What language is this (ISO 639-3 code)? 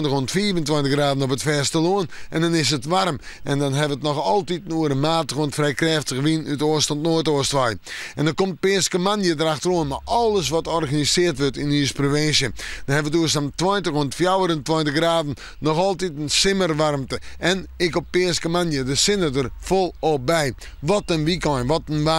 fry